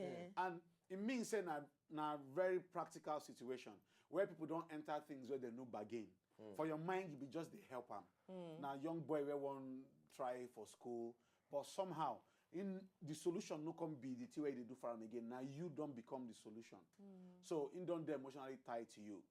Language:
Nigerian Pidgin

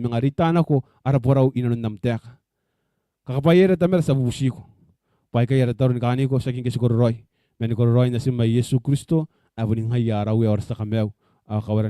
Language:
Gilbertese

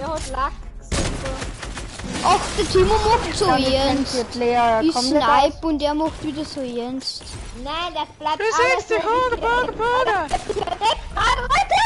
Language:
Bavarian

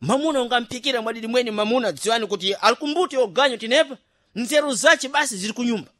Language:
Sena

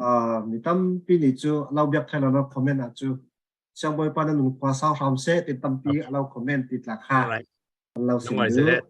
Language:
Falam Chin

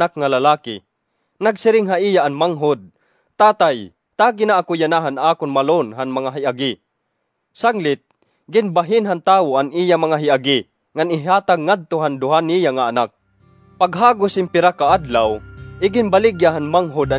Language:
Waray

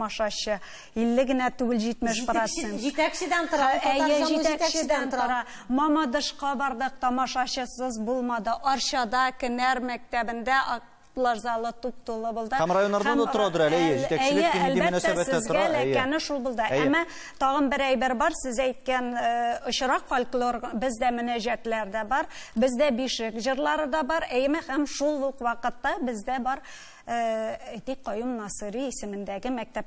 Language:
Tatar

